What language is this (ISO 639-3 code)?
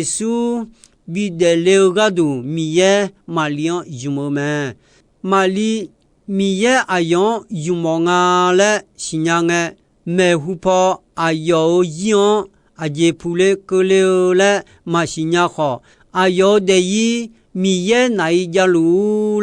ahk